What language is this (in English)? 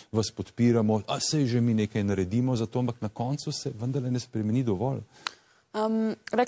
Slovenian